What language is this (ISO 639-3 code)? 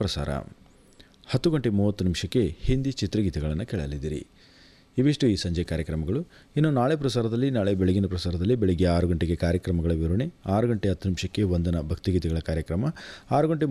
kan